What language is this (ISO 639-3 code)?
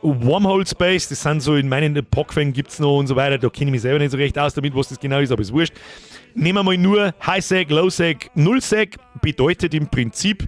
bar